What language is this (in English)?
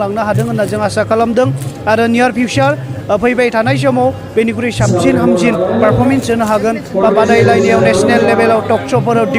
Bodo